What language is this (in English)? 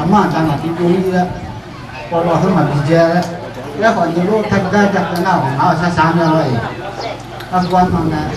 Akha